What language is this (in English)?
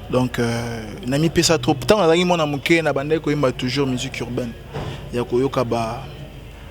Lingala